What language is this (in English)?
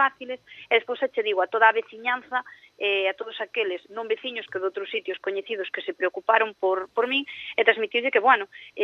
Galician